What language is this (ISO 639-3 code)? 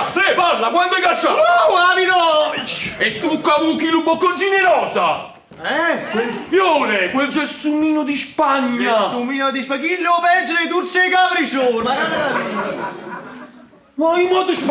nap